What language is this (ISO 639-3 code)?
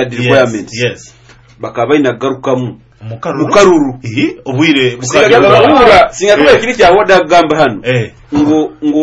nyo